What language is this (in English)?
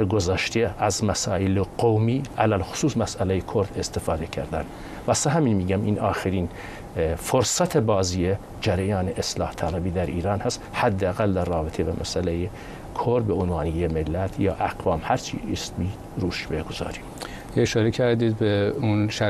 Persian